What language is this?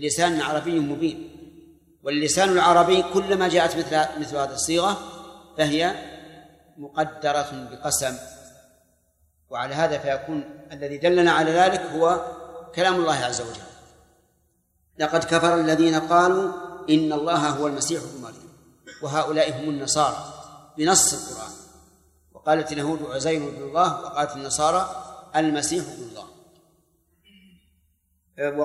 Arabic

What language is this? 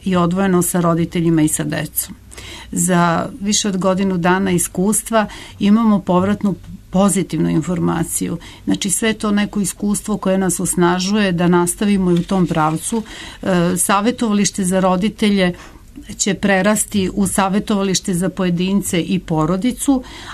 Serbian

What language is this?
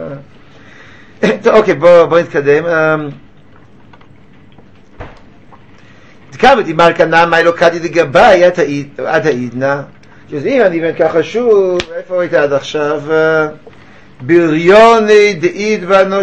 Hebrew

